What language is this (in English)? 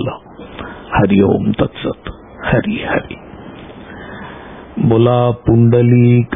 Marathi